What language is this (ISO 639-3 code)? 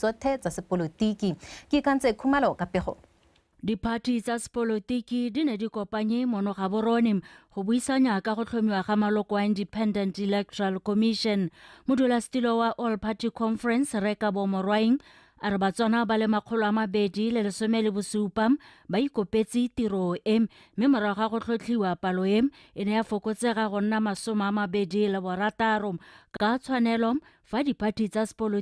tsn